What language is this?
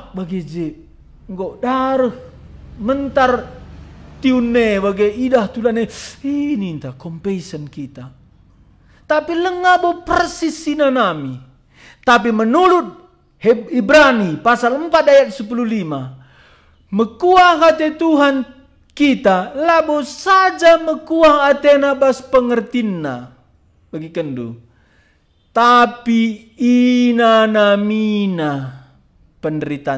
Batak Karo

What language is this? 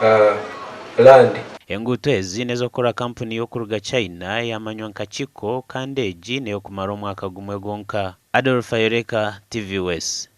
Nyankole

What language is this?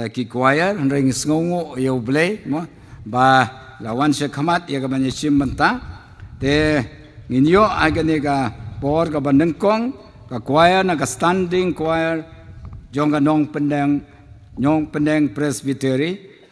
Khasi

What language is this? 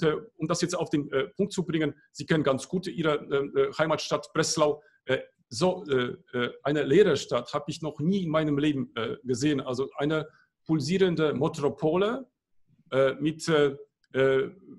German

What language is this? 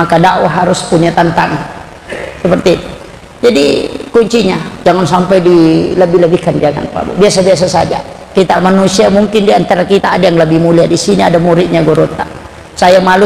Buginese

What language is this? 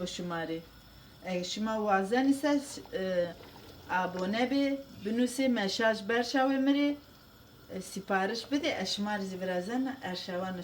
Zaza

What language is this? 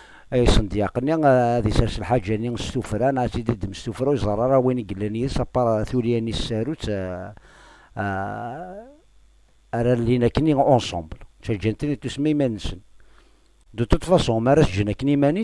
Kabyle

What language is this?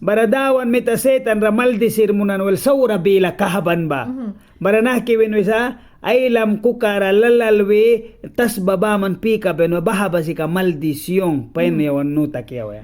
Mískito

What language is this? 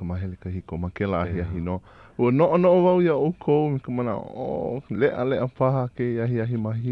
Hawaiian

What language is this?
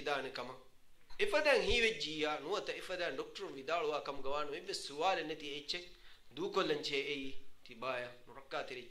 Divehi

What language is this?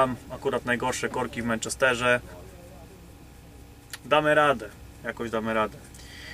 Polish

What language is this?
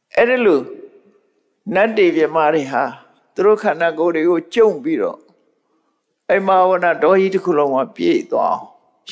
Burmese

